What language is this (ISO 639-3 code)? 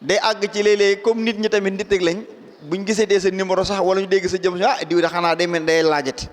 wol